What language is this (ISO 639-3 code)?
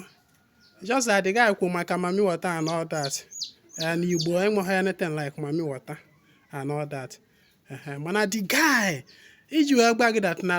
ibo